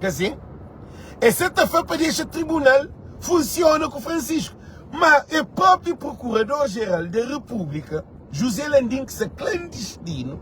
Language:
Kabuverdianu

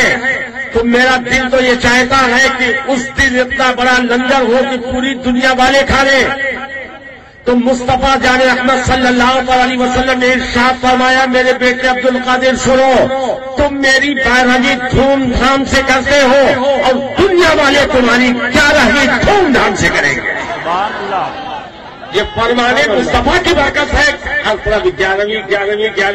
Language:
Urdu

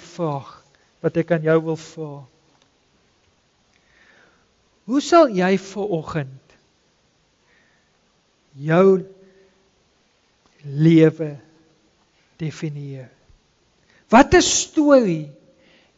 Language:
Afrikaans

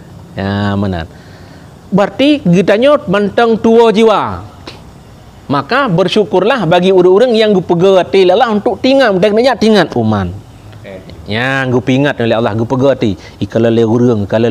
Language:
Achinese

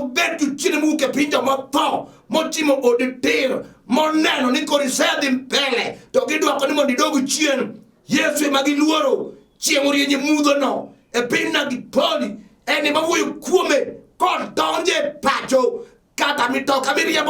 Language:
Luo (Kenya and Tanzania)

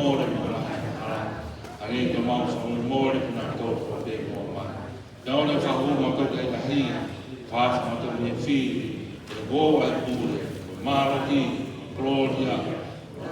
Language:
Tongan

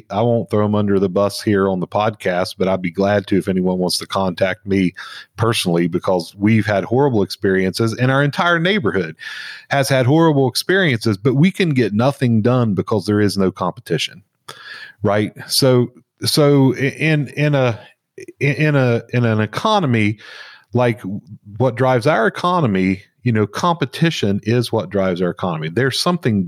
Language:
English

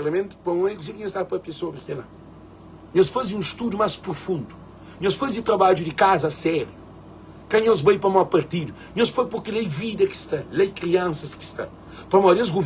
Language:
Kabuverdianu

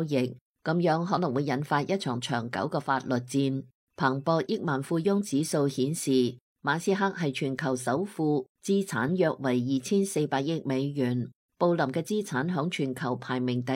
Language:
Cantonese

